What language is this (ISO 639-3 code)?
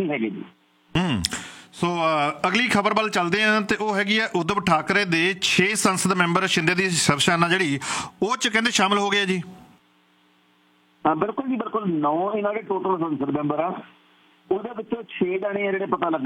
pan